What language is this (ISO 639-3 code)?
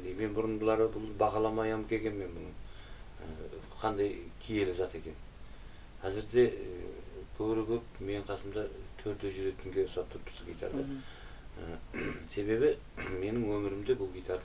kaa